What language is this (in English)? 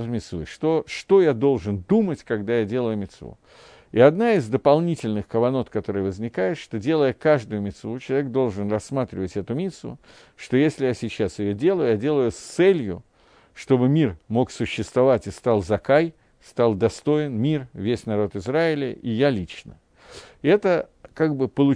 Russian